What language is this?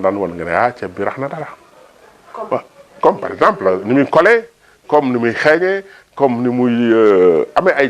Wolof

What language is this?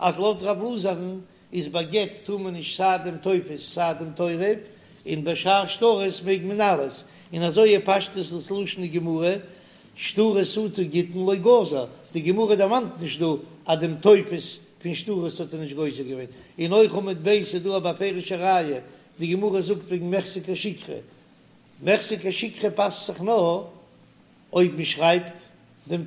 Yiddish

